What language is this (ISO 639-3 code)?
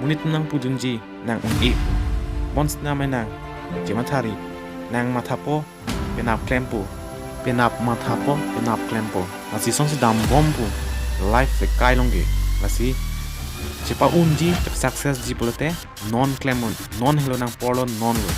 mjw